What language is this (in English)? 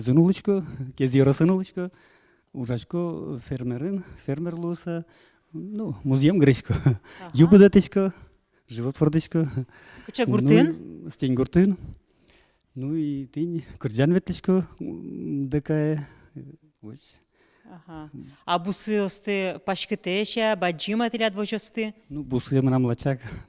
Udmurt